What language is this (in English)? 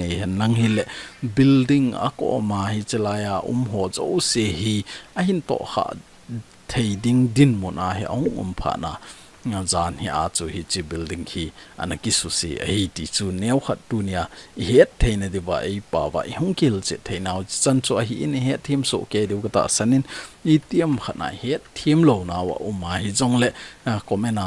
Thado Chin